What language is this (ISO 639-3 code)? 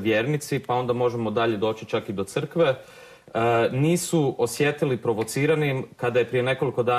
hrv